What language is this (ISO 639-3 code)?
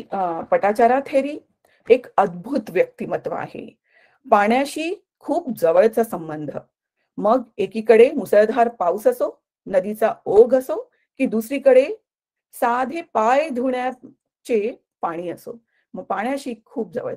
mar